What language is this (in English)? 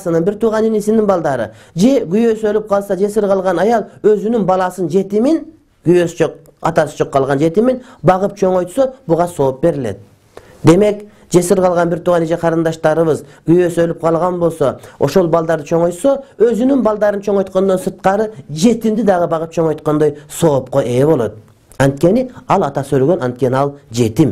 Kyrgyz